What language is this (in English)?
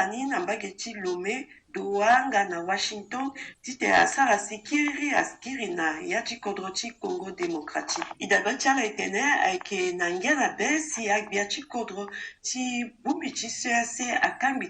Sango